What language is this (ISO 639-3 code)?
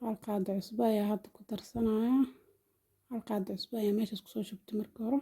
som